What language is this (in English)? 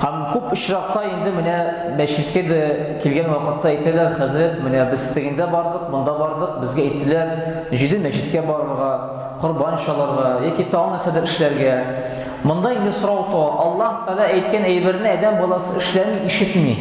Tatar